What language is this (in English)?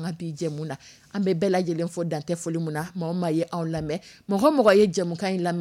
Dyula